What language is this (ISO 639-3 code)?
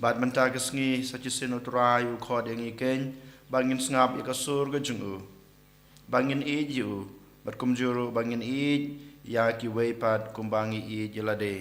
kha